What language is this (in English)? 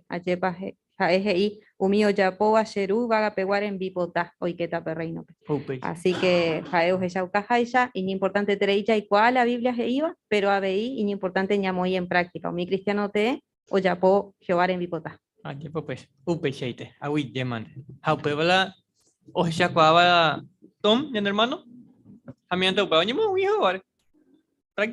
Guarani